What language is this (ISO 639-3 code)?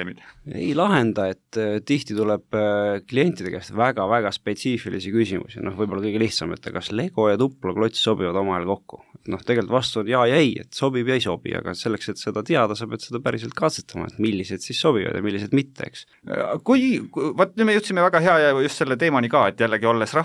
est